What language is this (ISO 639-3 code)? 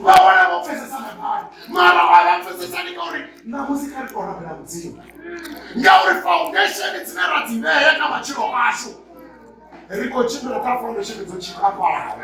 ven